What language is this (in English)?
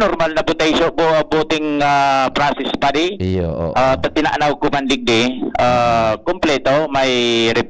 Bikol